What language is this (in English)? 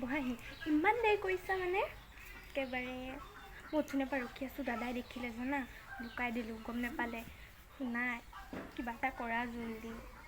Assamese